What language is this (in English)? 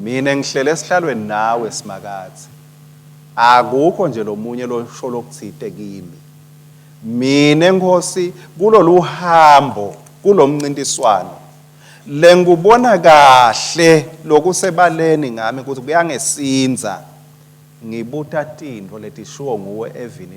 Swati